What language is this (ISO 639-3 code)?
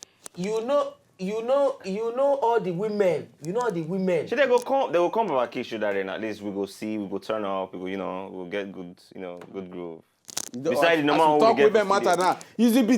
pcm